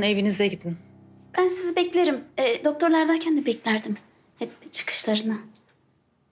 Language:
Turkish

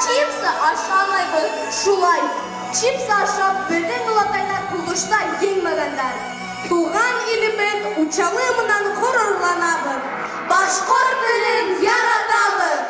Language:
Bashkir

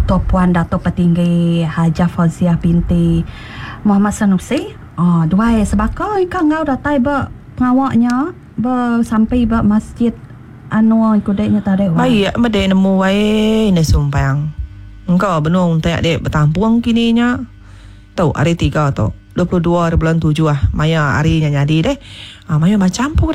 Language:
Iban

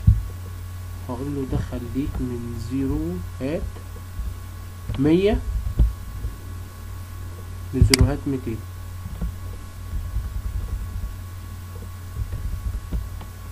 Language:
Egyptian Arabic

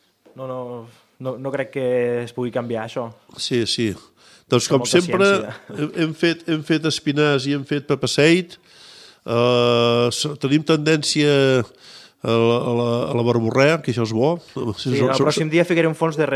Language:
Catalan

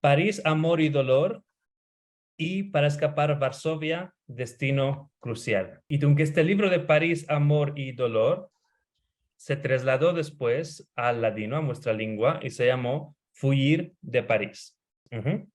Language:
Ladino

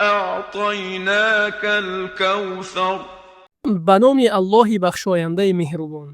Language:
Tajik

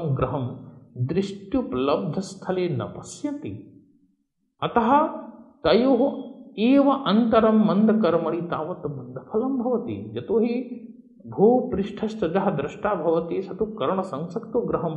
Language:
Sanskrit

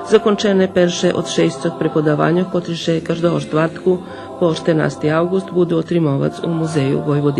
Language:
Rusyn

